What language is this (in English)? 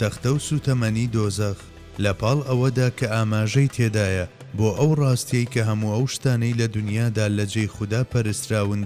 Central Kurdish